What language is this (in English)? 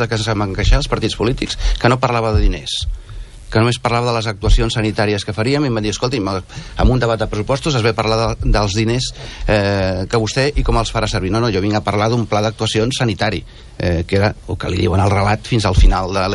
Catalan